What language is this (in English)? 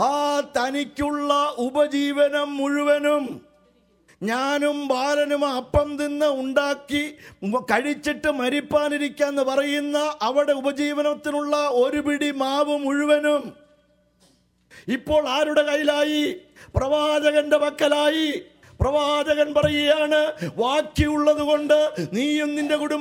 Malayalam